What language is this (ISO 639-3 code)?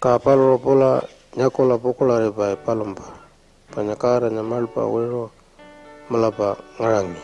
pjt